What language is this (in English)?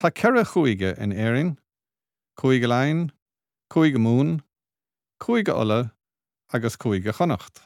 Irish